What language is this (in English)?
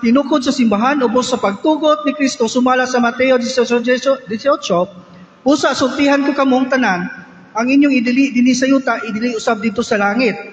Cebuano